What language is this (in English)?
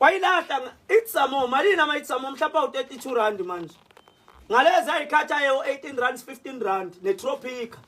Zulu